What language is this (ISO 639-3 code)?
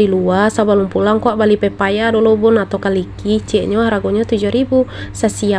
min